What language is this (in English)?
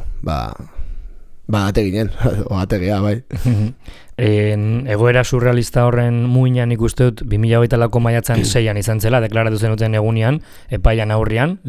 Basque